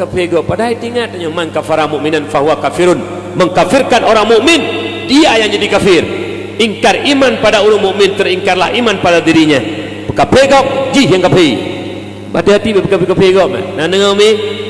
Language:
Achinese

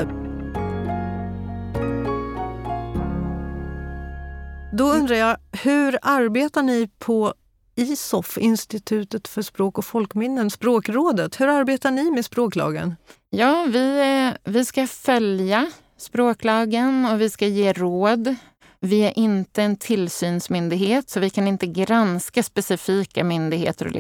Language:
Swedish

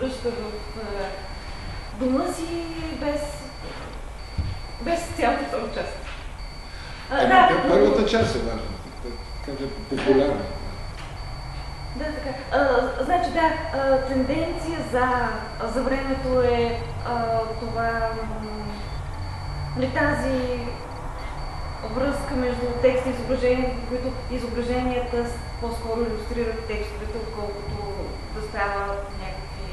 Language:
Bulgarian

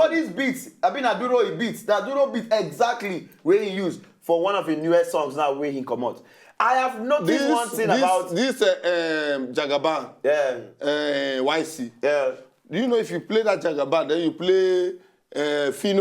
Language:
Nigerian Pidgin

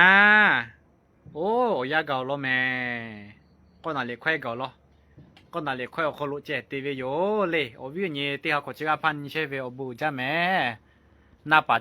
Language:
Lahu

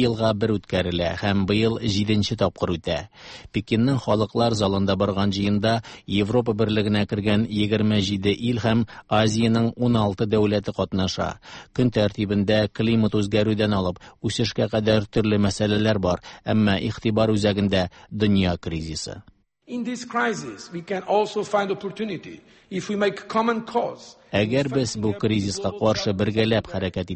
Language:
Tatar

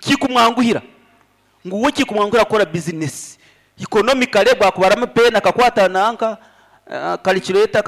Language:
Nyankole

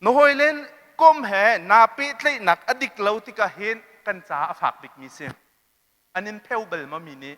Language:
Hakha Chin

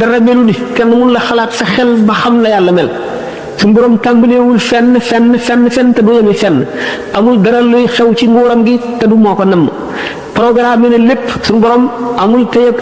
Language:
Wolof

